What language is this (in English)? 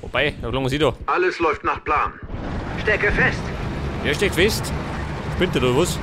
Bavarian